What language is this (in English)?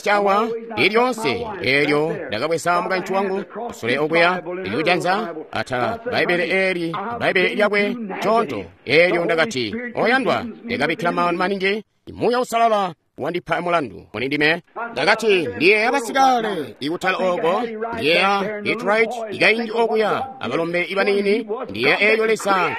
Tonga (Zambia)